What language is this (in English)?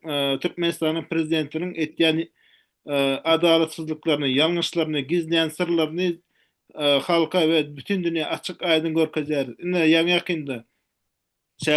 Turkmen